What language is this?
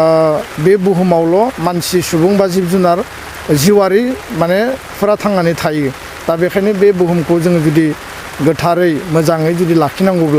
Bodo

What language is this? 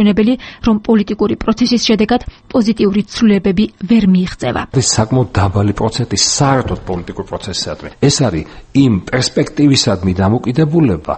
Georgian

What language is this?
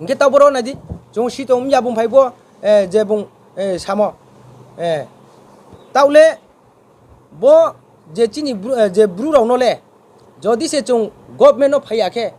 Riang (India)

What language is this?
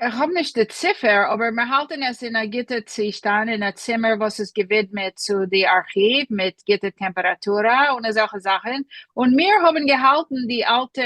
Yiddish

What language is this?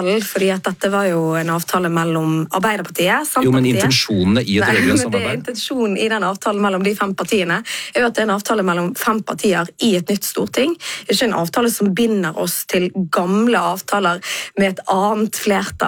Norwegian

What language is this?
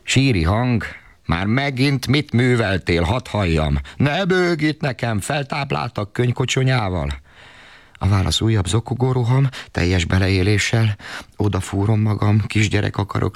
Hungarian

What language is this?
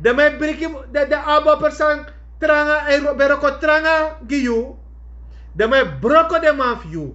Sranan Tongo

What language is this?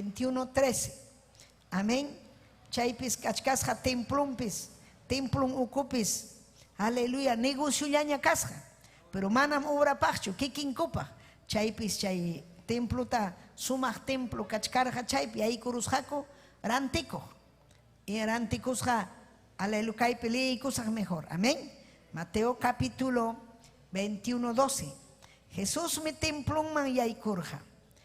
Ayacucho Quechua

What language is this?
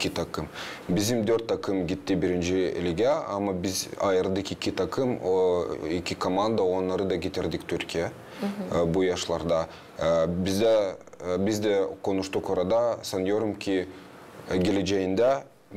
Gagauz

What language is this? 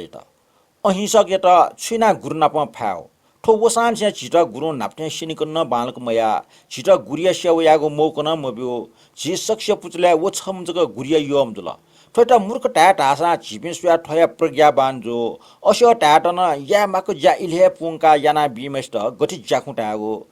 Newari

